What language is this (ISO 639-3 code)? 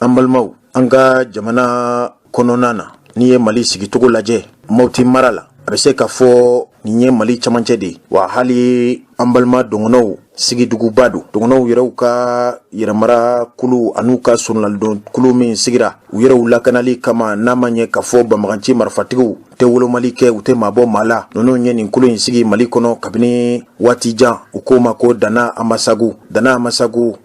bam